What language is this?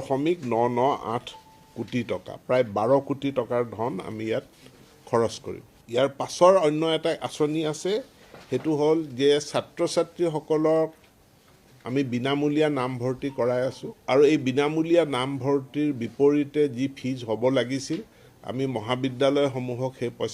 Assamese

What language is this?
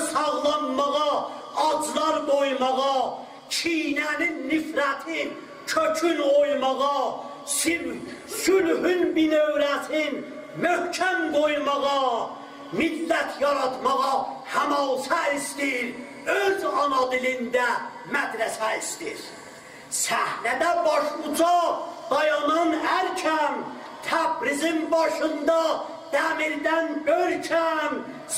South Azerbaijani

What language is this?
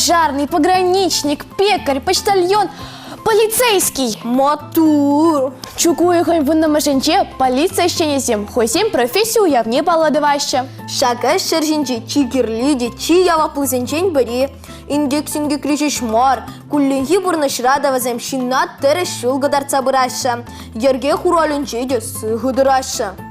Chuvash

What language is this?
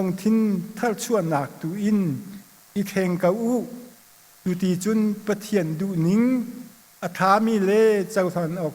Hakha Chin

